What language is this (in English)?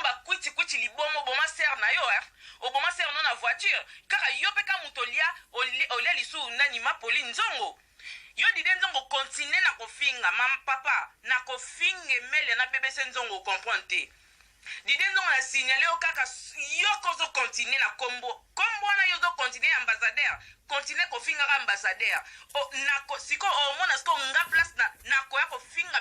Lingala